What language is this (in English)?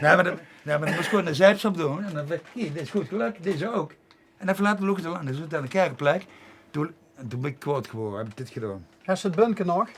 Limburgish